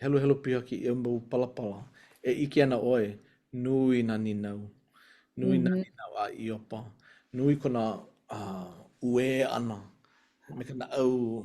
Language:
Hawaiian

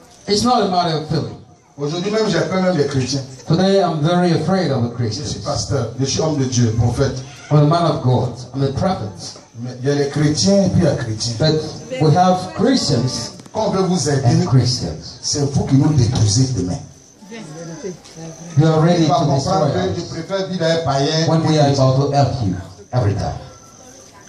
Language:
French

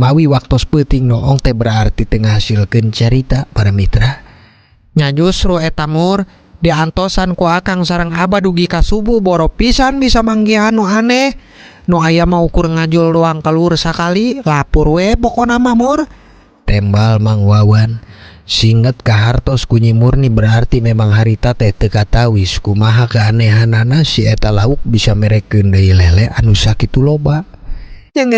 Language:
Sundanese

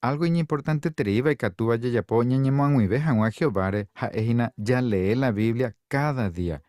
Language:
Guarani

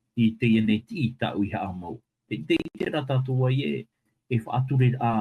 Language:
Tahitian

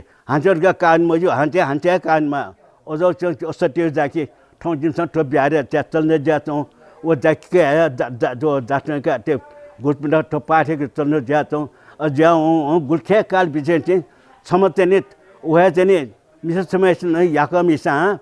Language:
Newari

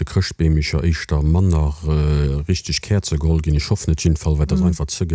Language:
Luxembourgish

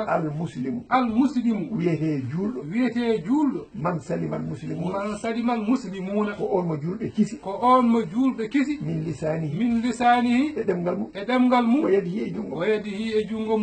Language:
Fula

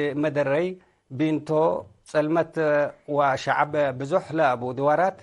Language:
Tigre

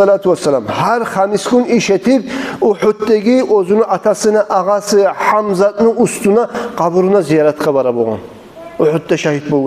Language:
Kumyk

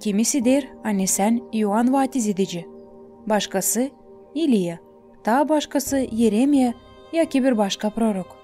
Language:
Gagauz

